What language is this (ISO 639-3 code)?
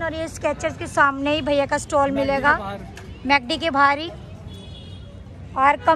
hin